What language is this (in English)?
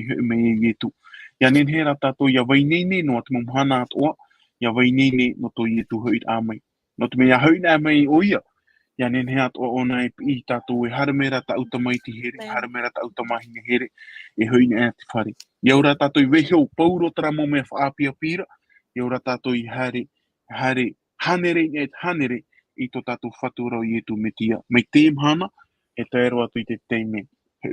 Tahitian